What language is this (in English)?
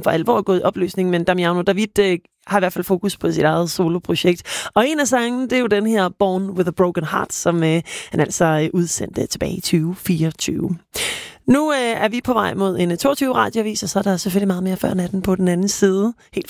Danish